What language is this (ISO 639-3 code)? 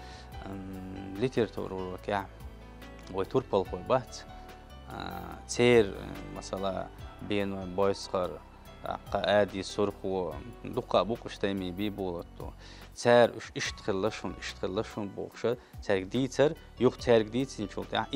che